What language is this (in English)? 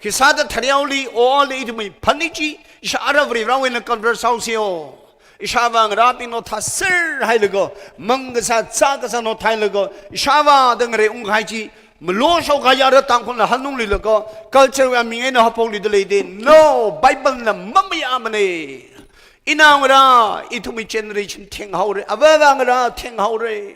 Tangkhul Naga (India)